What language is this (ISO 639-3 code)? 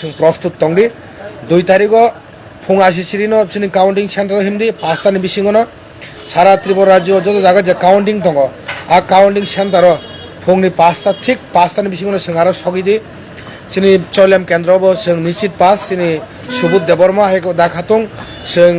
trp